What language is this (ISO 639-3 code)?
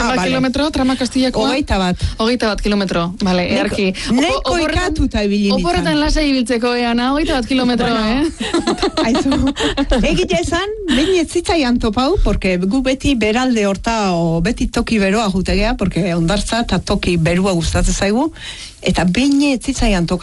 eus